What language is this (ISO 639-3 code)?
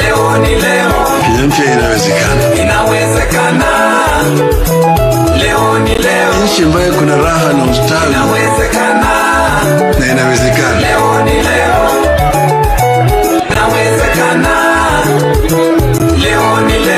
swa